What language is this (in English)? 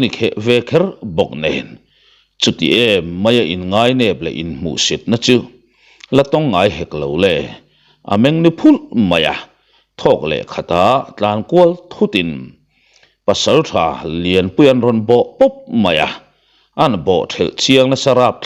Mizo